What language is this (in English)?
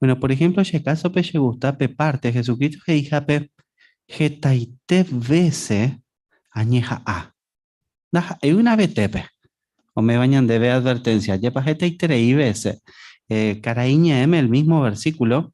Guarani